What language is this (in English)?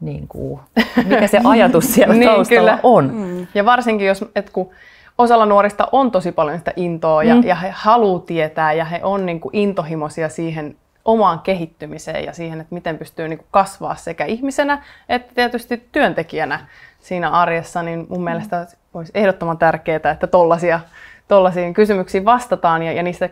Finnish